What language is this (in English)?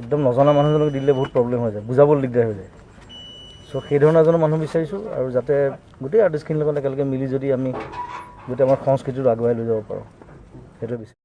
Assamese